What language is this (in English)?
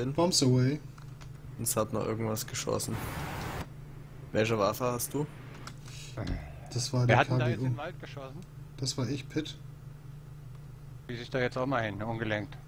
German